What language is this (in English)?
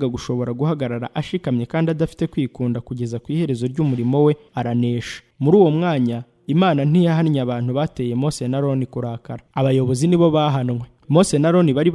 Kinyarwanda